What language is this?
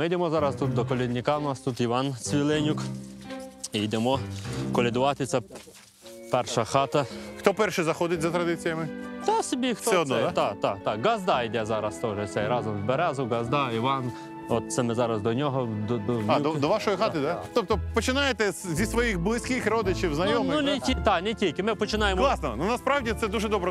Ukrainian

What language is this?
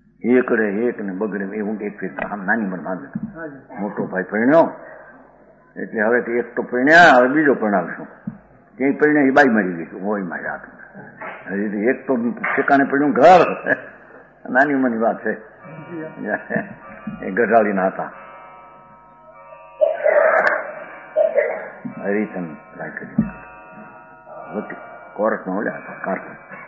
Gujarati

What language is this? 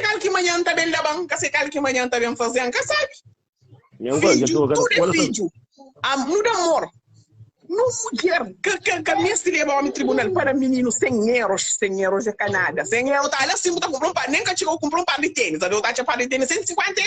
Kabuverdianu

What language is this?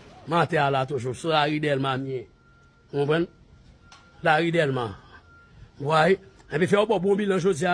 Haitian Creole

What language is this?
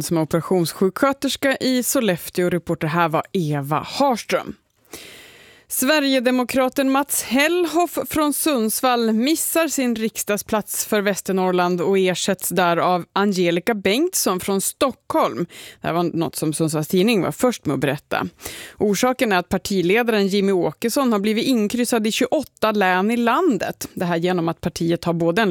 Swedish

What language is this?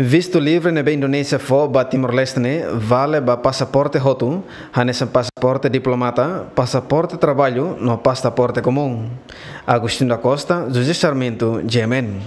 Tetum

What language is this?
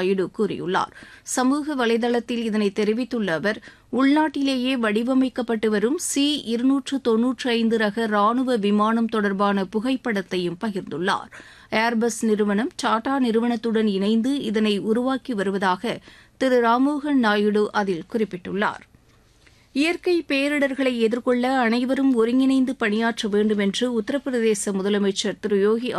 Tamil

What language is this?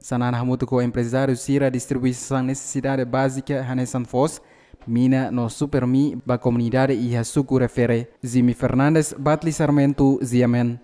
Tetum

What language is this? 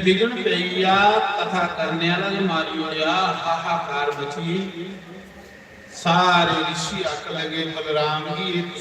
Dogri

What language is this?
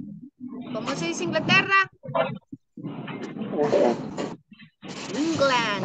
Spanish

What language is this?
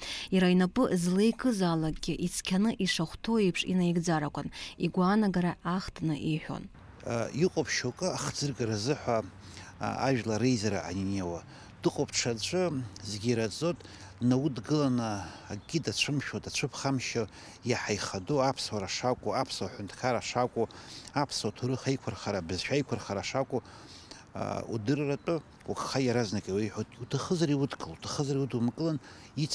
Abkhazian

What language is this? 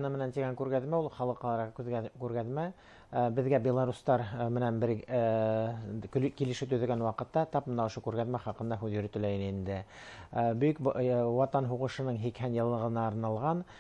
Bashkir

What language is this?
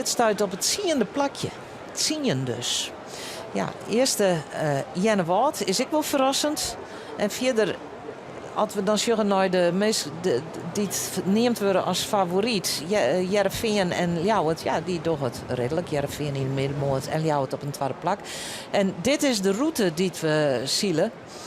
Western Frisian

